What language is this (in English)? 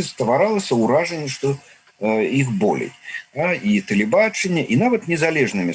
Belarusian